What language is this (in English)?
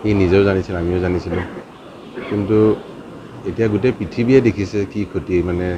Assamese